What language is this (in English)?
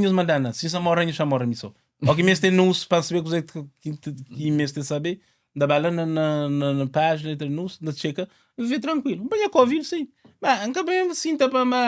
Kabuverdianu